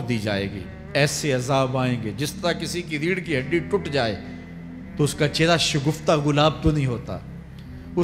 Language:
Urdu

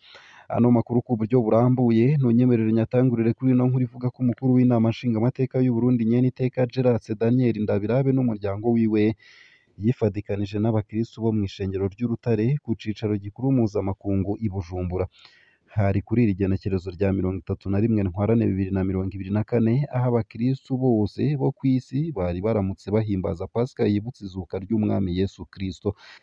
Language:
Rundi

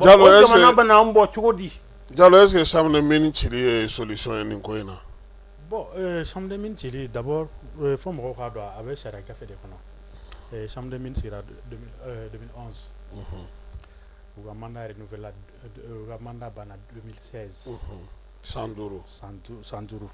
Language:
Bambara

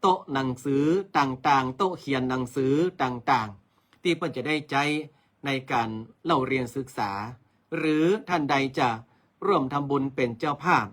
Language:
Northern Thai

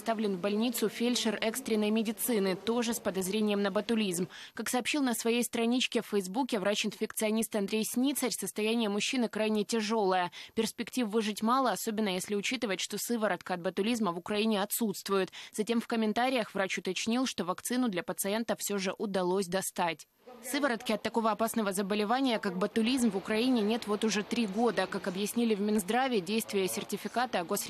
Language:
Russian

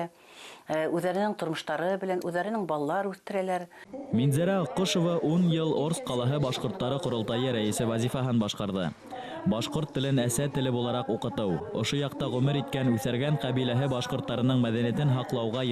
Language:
Bashkir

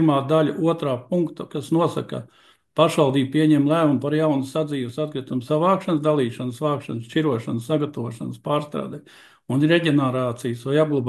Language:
Latvian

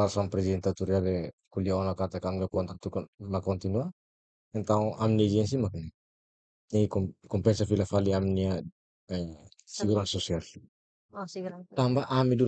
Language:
Tetum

